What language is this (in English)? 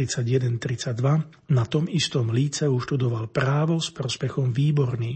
Slovak